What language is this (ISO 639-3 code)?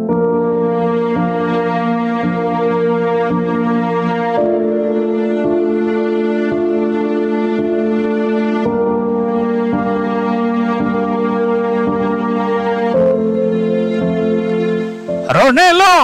hil